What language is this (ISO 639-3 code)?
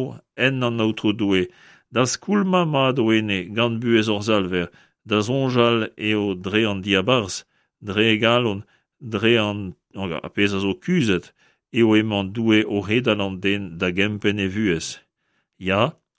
bre